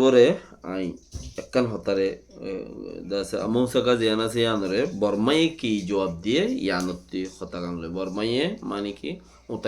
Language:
Rohingya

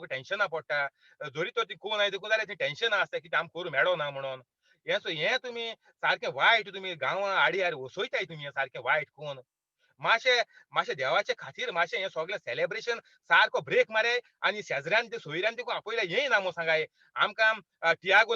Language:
Konkani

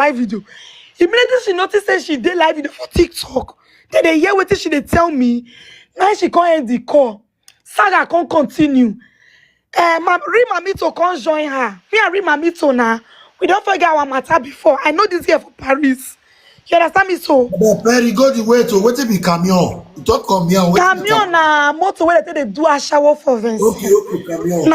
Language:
Nigerian Pidgin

